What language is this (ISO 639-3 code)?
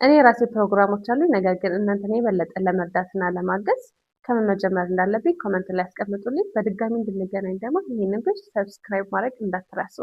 amh